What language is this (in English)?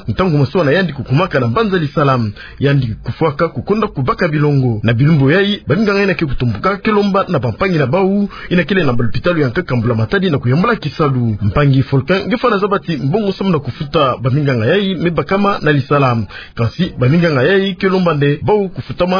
Kituba (Democratic Republic of Congo)